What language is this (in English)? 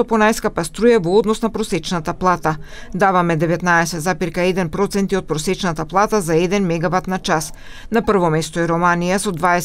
Macedonian